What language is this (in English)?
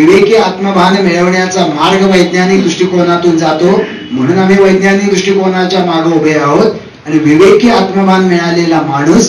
Marathi